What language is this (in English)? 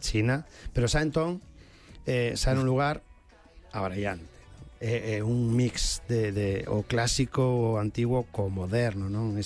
Galician